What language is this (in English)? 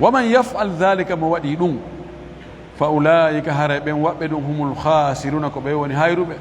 Fula